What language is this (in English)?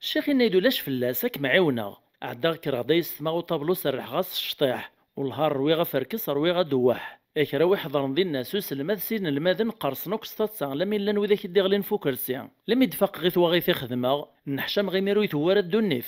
Kabyle